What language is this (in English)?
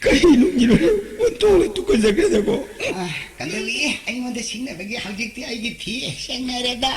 Manipuri